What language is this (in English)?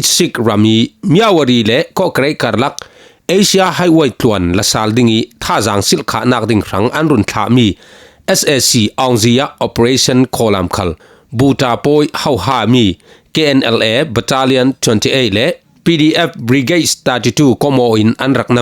Falam Chin